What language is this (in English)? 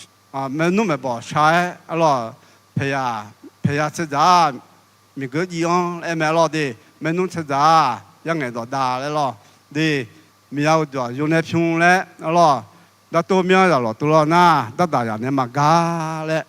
Akha